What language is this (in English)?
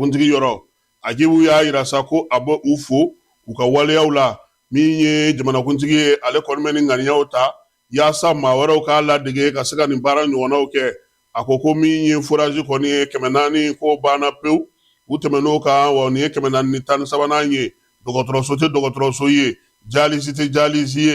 Bambara